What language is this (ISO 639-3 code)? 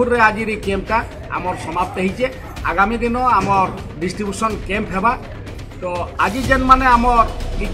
ori